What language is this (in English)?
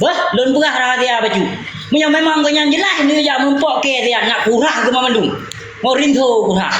Achinese